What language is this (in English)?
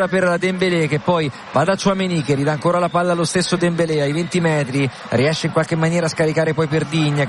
Italian